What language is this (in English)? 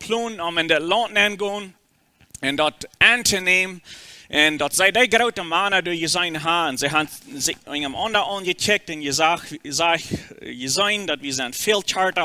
Plautdietsch